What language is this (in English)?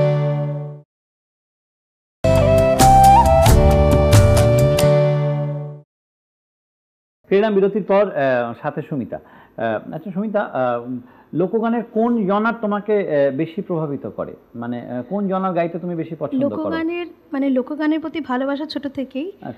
Bangla